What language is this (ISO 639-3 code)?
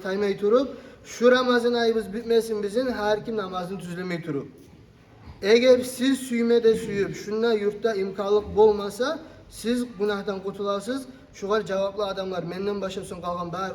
kum